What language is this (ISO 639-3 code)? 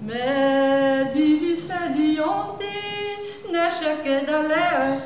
bre